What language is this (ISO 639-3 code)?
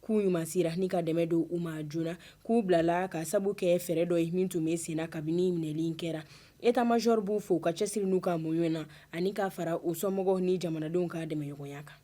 bam